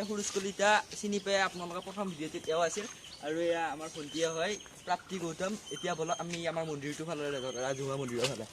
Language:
Assamese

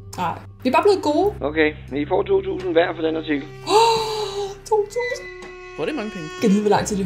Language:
Danish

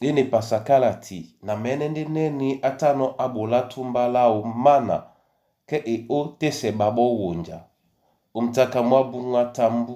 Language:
Duala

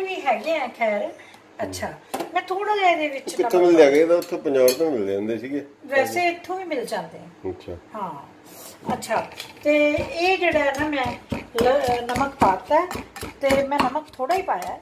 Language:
Punjabi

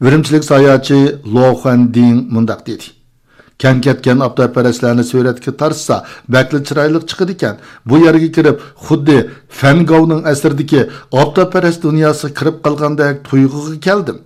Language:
Uyghur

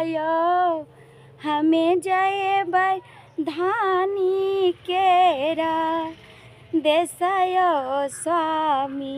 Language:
Maithili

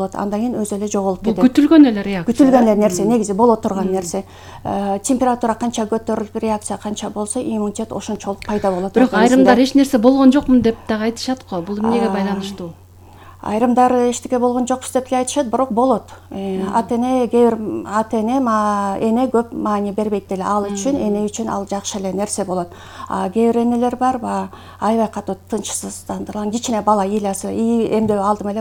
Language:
Kyrgyz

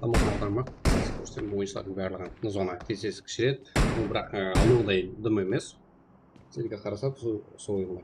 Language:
Kara-Kalpak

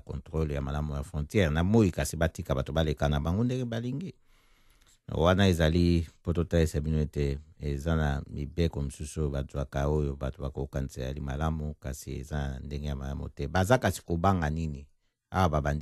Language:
Lingala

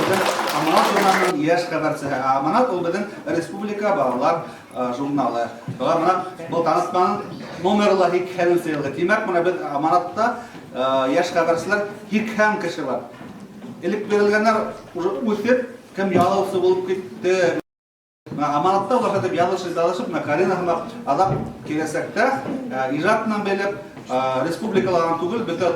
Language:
Bashkir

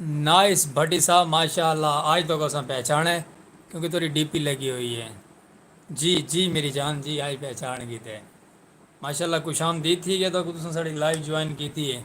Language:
Saraiki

